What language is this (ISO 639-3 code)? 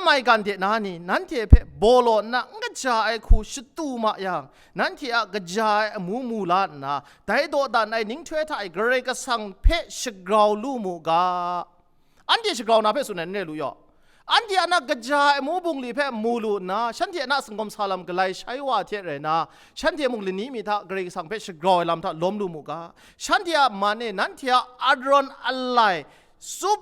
kac